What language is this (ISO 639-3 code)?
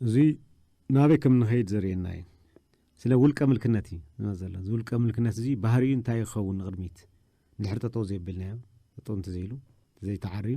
tir